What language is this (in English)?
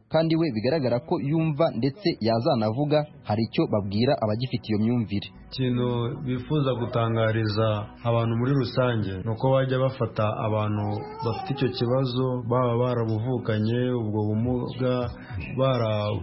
Kinyarwanda